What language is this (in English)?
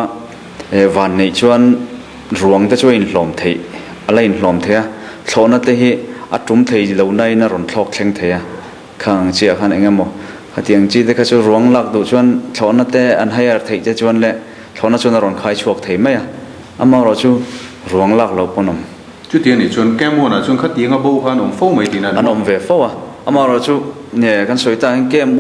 Mizo